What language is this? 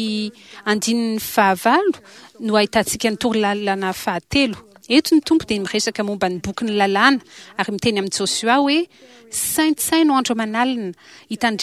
Malagasy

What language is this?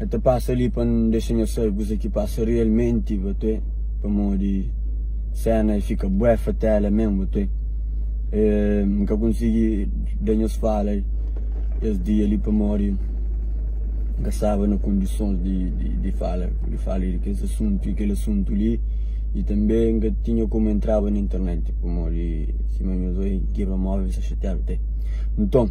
Kabuverdianu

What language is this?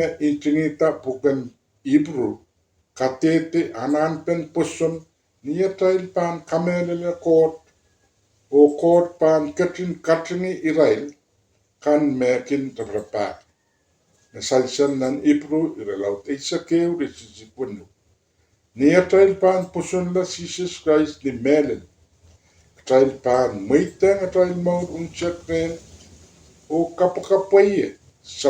Pohnpeian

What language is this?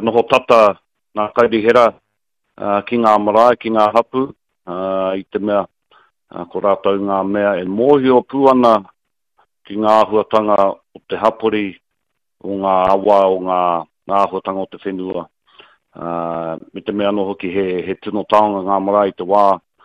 Māori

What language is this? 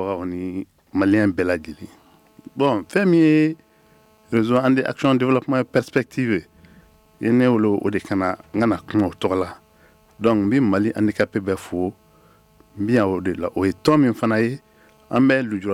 Bambara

